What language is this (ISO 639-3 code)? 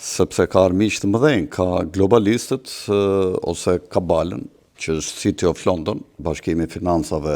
sqi